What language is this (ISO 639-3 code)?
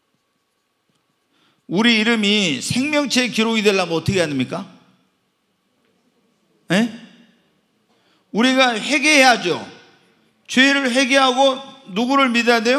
kor